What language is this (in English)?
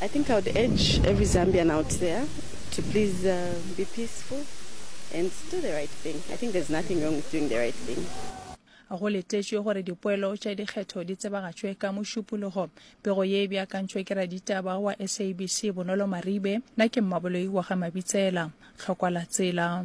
Northern Sotho